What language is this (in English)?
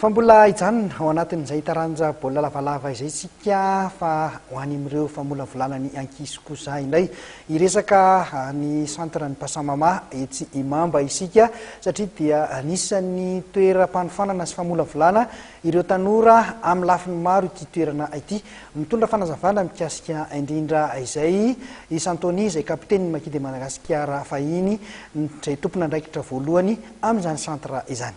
Malagasy